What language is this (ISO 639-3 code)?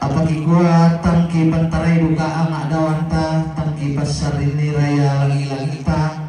sda